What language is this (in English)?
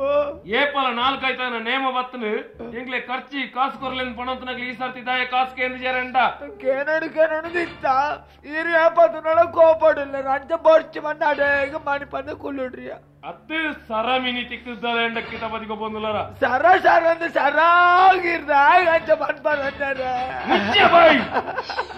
Tulu